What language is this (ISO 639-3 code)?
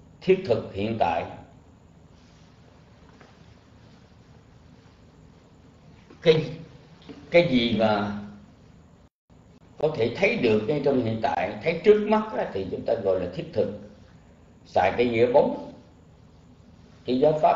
vie